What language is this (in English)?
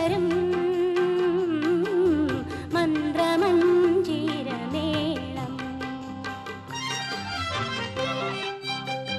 Malayalam